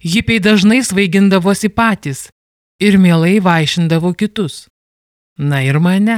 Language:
Lithuanian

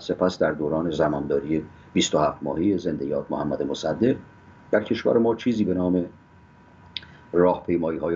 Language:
Persian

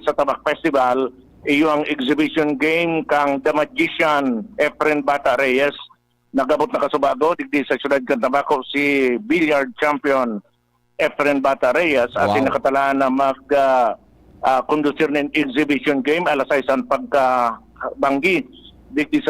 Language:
Bikol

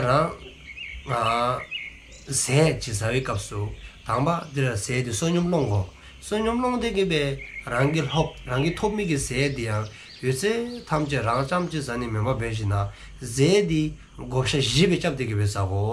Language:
Dzongkha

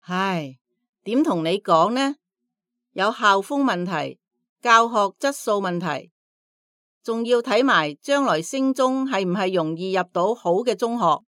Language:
Cantonese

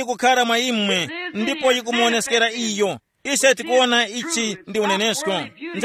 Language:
Tumbuka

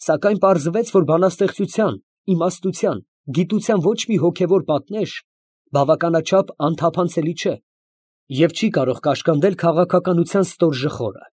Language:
Armenian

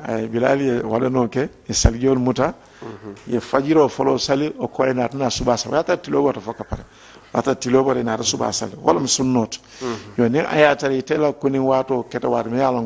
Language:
Mandingo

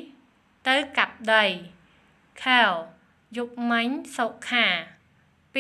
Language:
Khmer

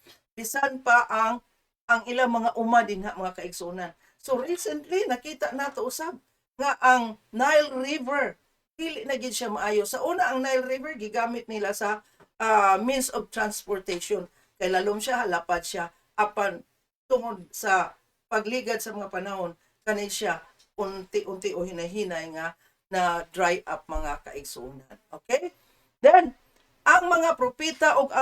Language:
Cebuano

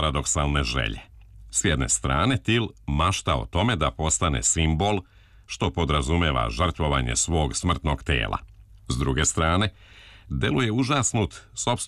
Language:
Serbian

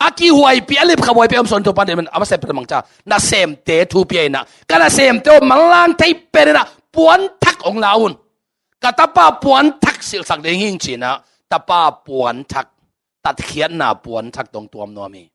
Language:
Tedim Chin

